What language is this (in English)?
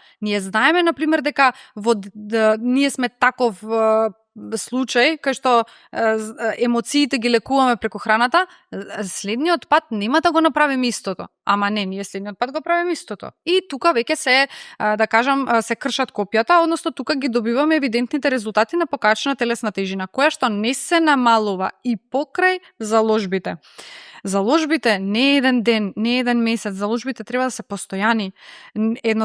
Macedonian